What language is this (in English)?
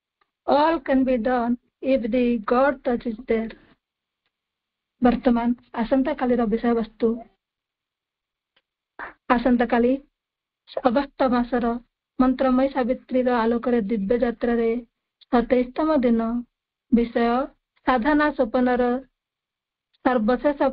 Odia